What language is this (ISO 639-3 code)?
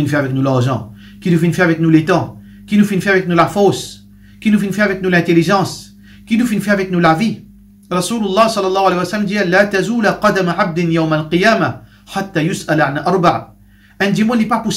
mfe